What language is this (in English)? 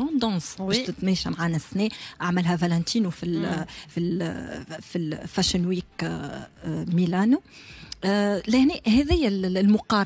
Tunisian Arabic